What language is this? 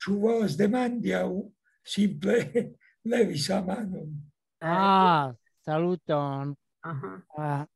Esperanto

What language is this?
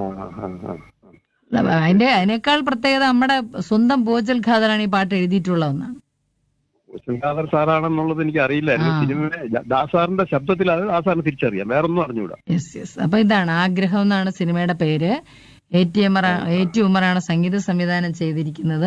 Malayalam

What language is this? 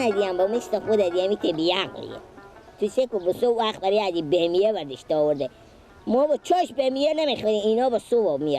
Persian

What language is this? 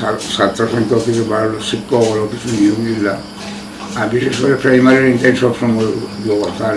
Sylheti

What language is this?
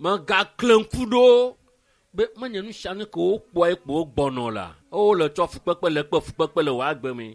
Ewe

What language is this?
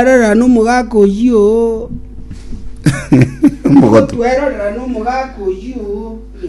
Gusii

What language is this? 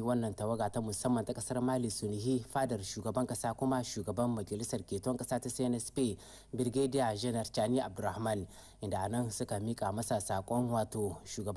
Hausa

